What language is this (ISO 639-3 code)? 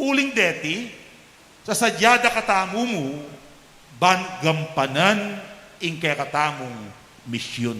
pam